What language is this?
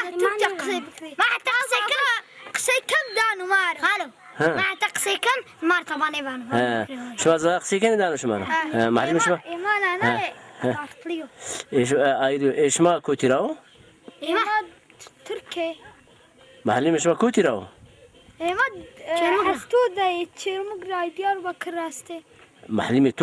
Zaza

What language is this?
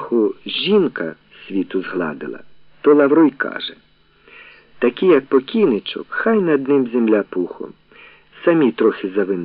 Ukrainian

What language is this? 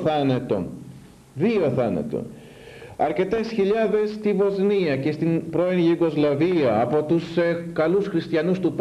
Greek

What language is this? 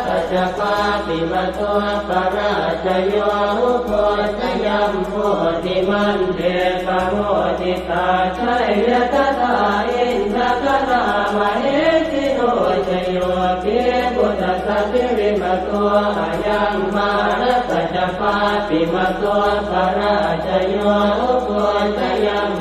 Pali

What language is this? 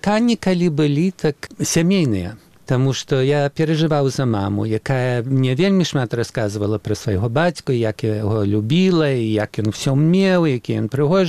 Belarusian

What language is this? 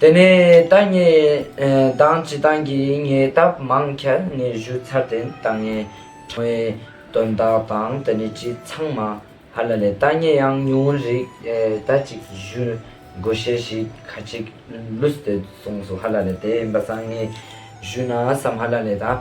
Ladakhi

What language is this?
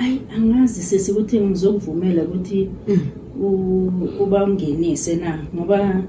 Zulu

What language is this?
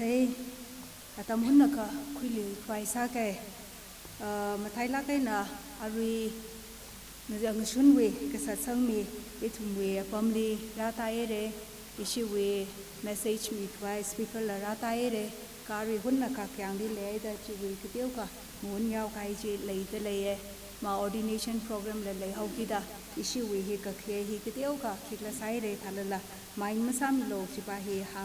Tangkhul Naga (India)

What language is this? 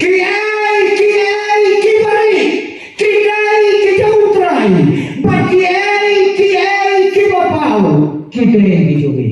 Khasi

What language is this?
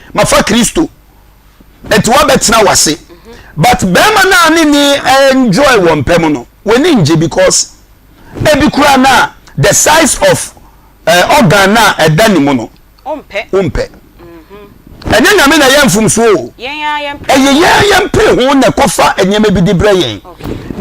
Akan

